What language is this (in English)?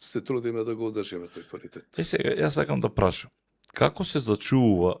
Macedonian